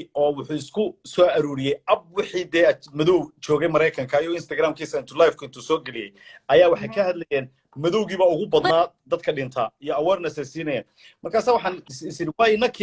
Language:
Somali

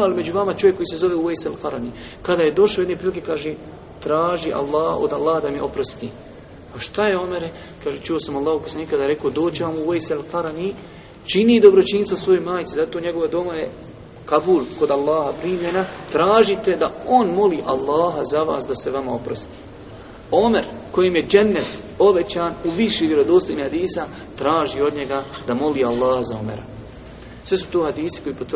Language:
Bosnian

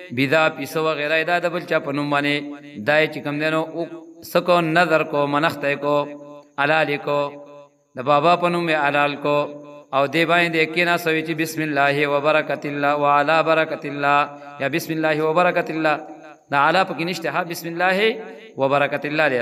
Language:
Pashto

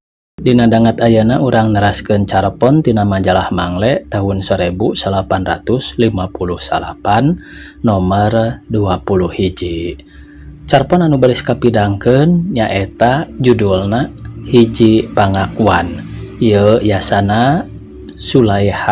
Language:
Sundanese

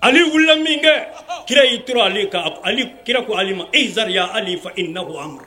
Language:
Bambara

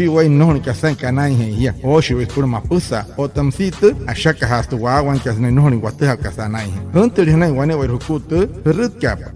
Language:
Wayuu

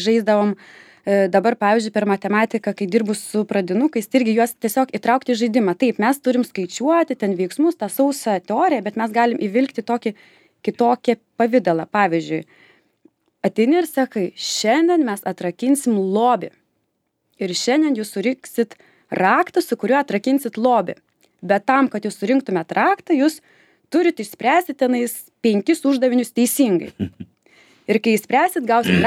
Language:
Lithuanian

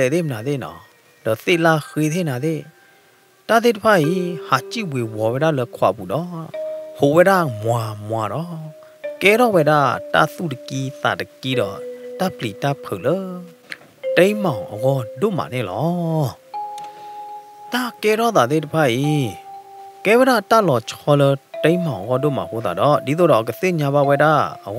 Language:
S'gaw Karen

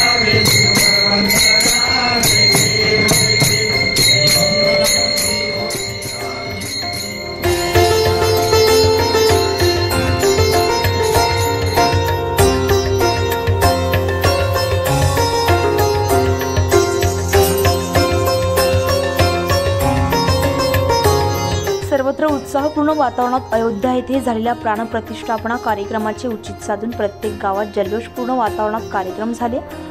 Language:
Marathi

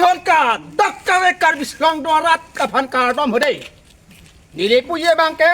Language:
Karbi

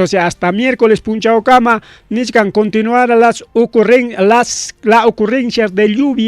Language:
Ayacucho Quechua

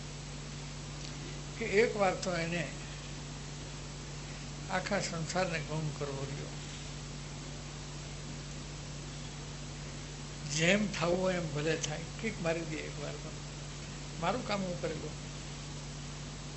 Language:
Gujarati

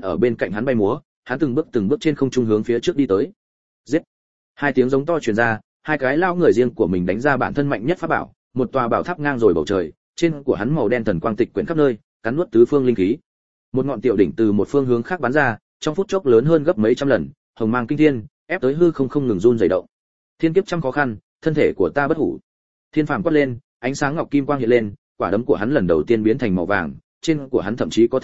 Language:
Vietnamese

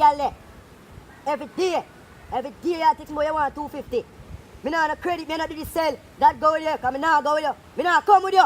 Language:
Jamaican Creole English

